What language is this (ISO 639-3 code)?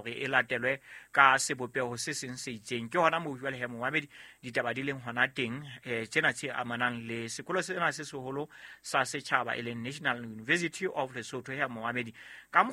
sot